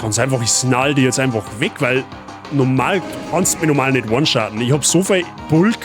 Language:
Bavarian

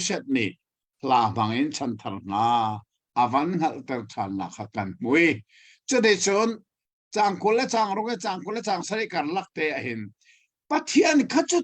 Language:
Hakha Chin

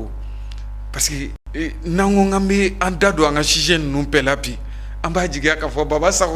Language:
Bambara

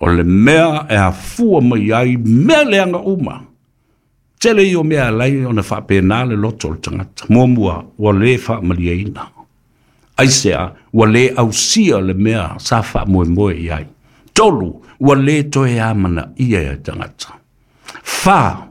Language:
Samoan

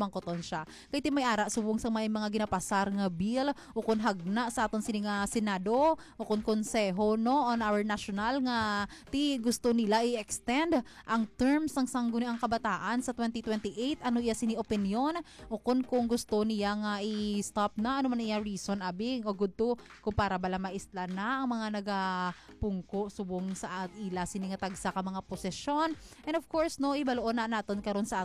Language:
Hiligaynon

